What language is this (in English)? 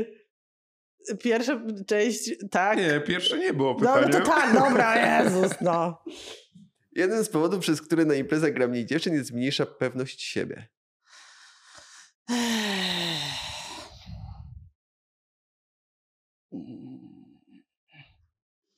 Polish